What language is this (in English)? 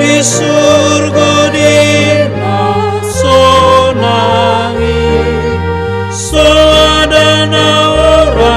Batak Toba